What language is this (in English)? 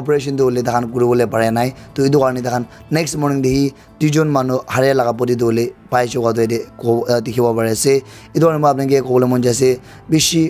Naga Pidgin